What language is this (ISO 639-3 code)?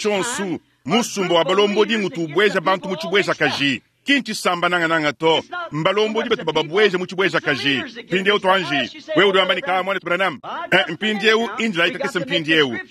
lua